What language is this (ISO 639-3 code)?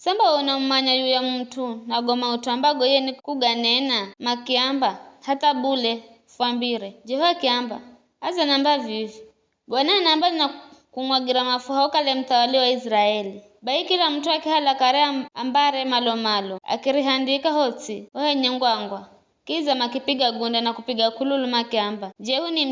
nyf